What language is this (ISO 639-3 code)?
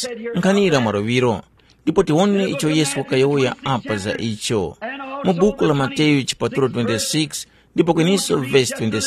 tum